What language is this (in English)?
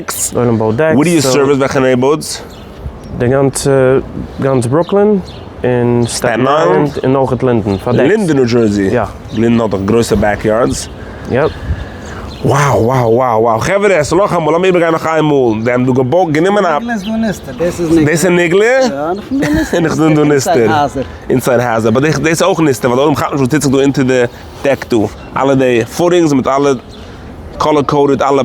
Yiddish